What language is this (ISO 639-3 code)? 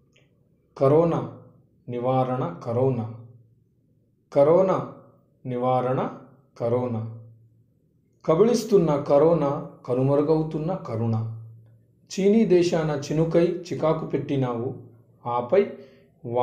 tel